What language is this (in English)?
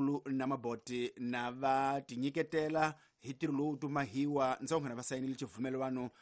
Tsonga